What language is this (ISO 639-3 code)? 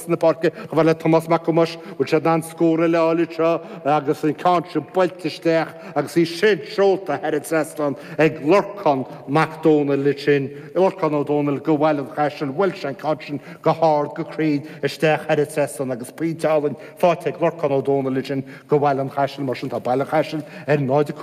gle